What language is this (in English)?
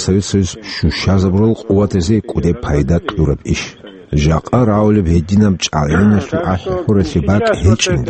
Avaric